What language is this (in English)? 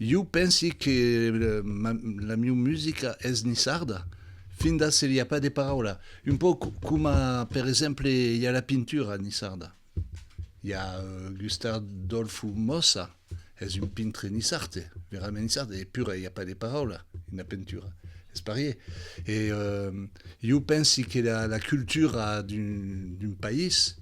Occitan